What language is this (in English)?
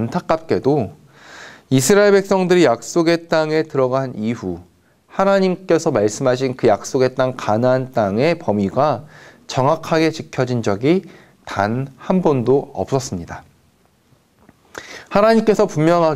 Korean